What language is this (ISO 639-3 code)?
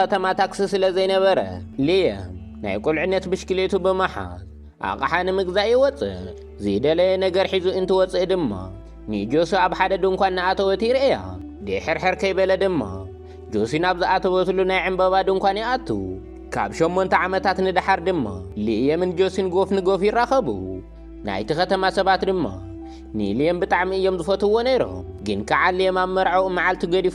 tir